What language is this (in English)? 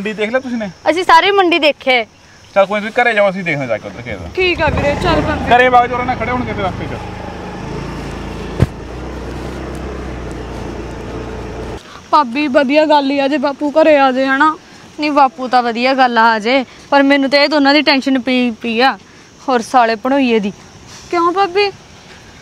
Punjabi